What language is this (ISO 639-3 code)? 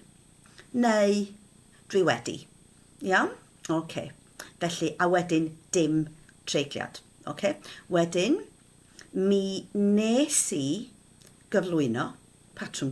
cym